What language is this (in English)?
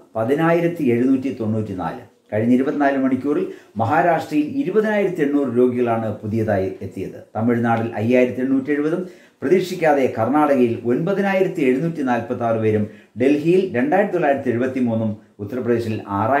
Malayalam